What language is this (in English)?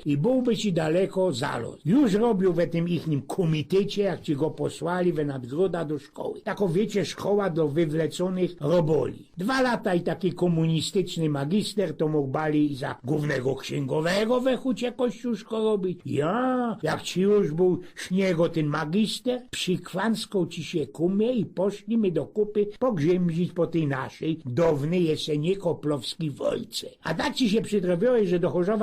Silesian